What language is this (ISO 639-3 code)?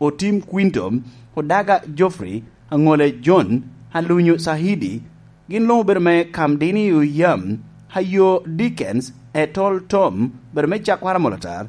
laj